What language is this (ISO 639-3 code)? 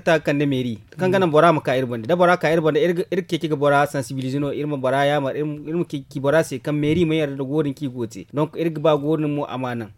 dje